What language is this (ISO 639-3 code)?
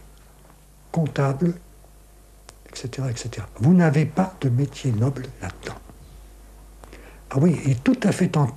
fra